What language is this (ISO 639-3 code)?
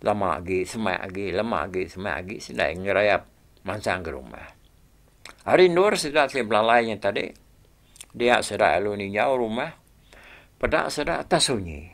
iba